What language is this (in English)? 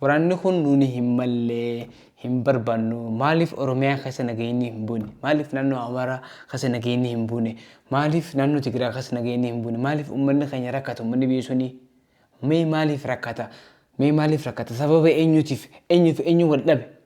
Oromo